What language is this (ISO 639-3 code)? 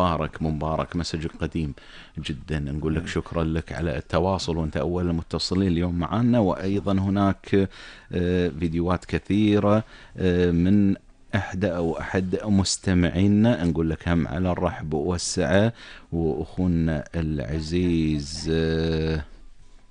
afb